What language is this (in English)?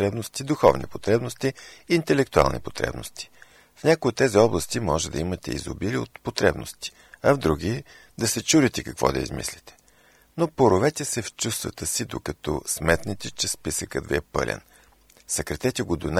Bulgarian